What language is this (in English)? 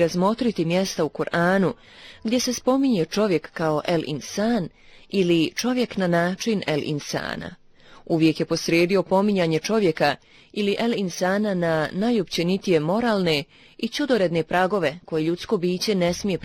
Bosnian